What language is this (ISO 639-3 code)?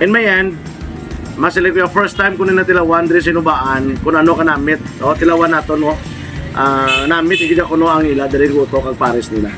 hil